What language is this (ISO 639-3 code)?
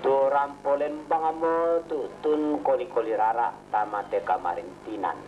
sda